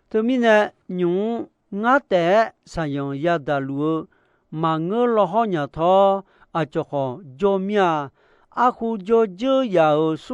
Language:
Akha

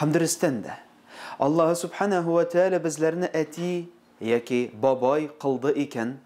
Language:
Tatar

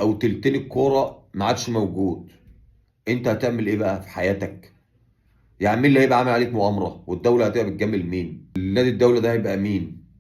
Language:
Egyptian Arabic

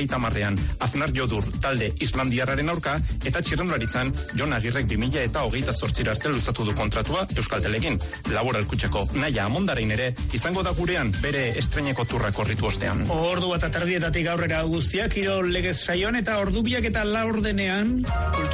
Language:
Basque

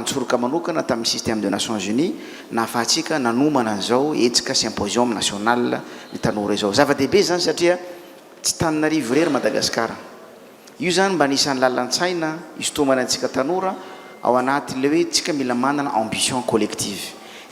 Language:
Malagasy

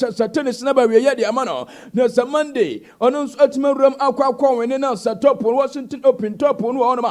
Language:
Akan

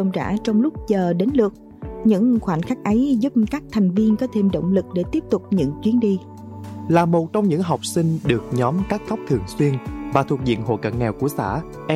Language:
Vietnamese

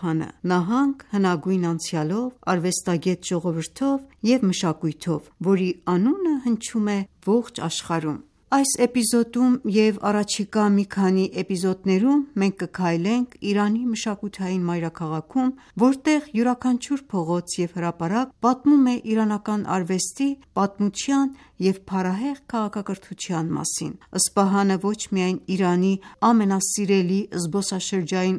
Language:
Armenian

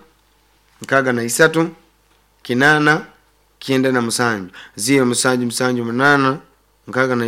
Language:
Nyoro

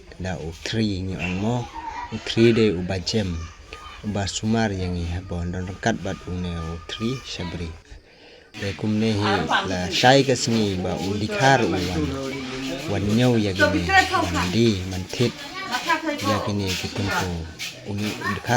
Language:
Khasi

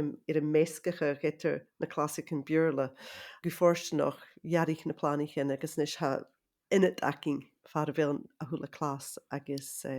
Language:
Scottish Gaelic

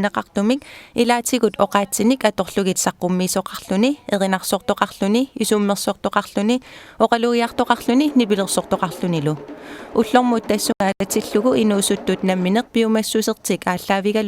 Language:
Kalaallisut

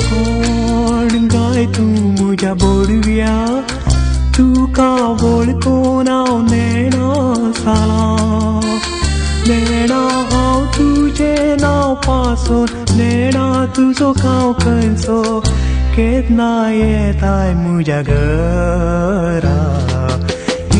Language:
Konkani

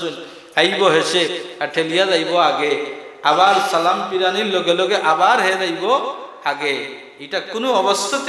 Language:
Sylheti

